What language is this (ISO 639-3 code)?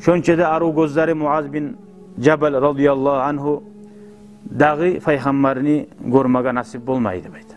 kum